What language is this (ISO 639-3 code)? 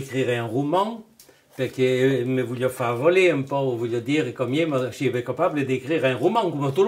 oci